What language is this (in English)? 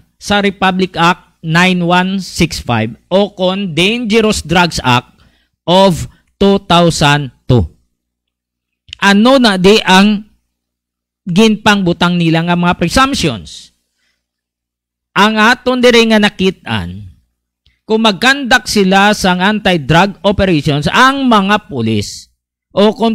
Hiligaynon